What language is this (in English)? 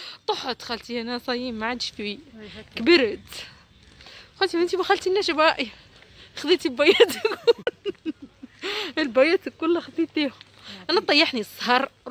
Tunisian Arabic